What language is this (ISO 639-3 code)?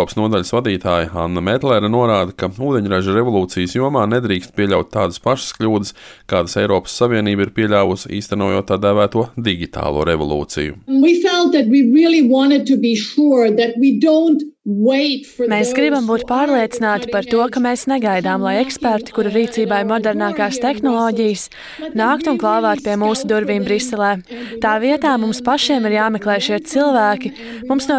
lav